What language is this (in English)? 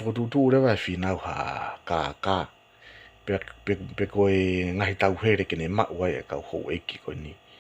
Tongan